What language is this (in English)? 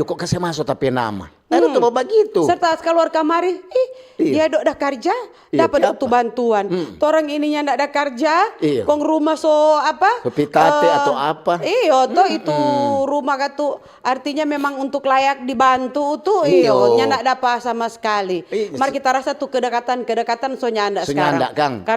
Manado Malay